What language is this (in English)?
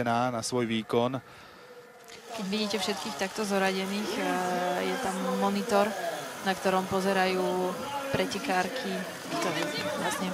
Slovak